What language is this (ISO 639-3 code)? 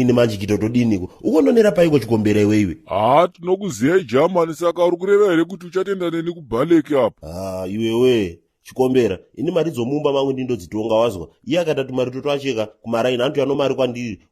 sna